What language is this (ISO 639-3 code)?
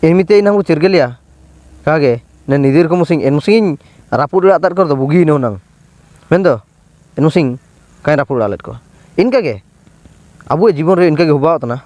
hoc